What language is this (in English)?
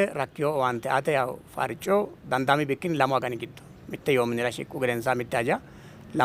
Sidamo